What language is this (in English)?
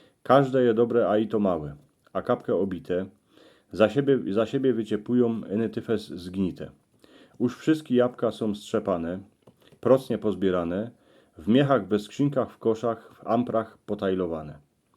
Silesian